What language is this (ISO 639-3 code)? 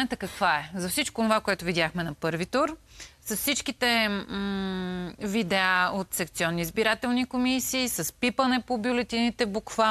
bul